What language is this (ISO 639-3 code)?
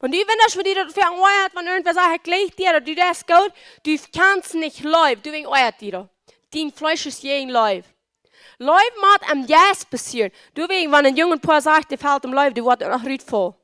pdt